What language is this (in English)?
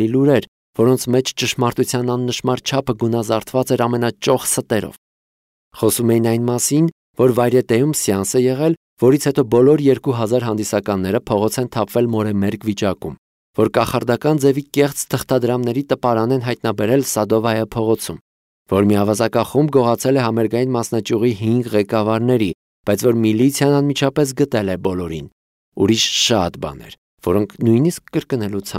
Armenian